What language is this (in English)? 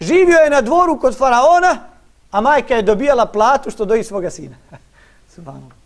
Bosnian